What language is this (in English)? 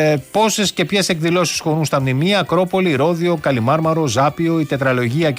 Greek